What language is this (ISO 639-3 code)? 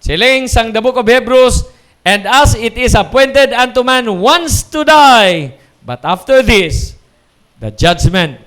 hil